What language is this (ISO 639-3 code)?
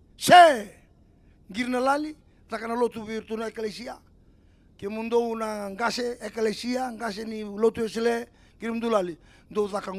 fij